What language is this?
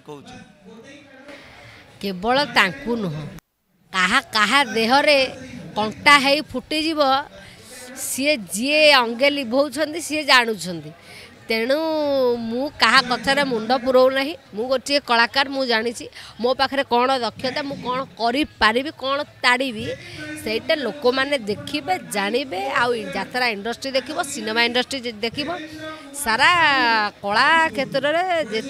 Odia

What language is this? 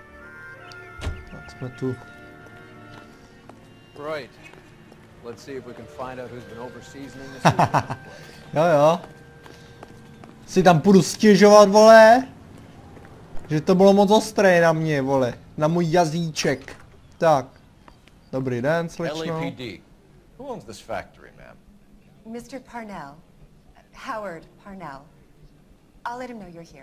Czech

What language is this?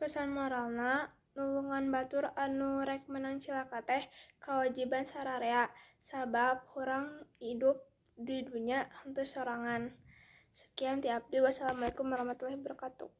Sundanese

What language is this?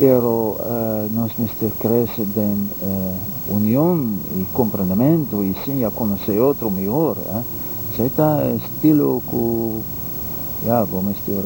Papiamento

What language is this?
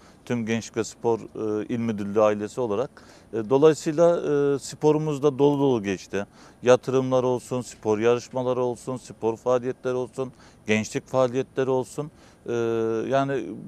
Turkish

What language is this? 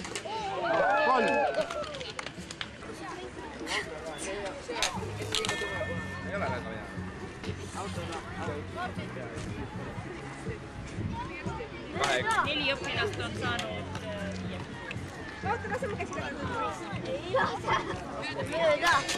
Estonian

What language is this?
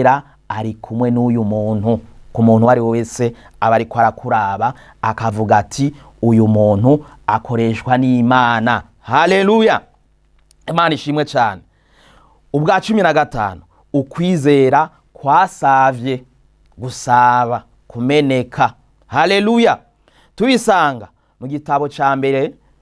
Rundi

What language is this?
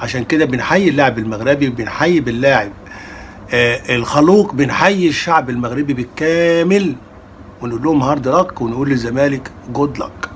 Egyptian Arabic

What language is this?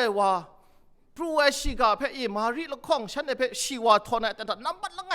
Kachin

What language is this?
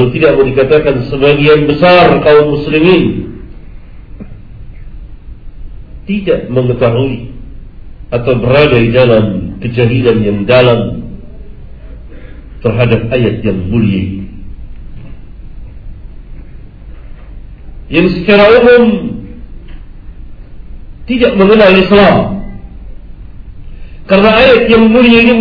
Indonesian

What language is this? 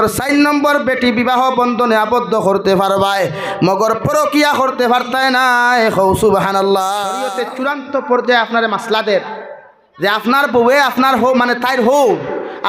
Sylheti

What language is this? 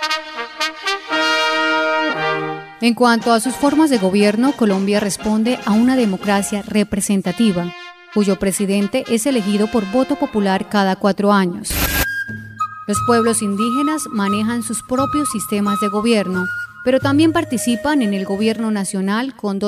Spanish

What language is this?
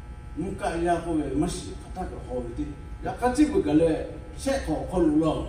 Lahu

